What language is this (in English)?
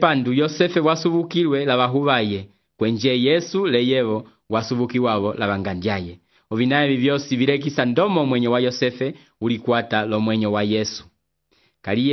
Umbundu